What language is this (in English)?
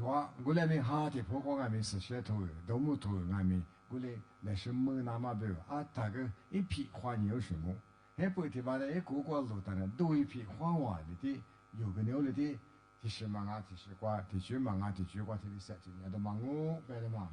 Lisu